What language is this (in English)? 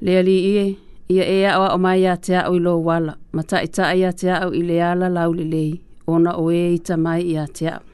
Samoan